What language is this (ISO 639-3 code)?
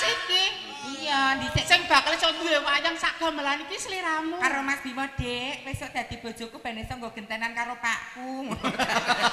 jav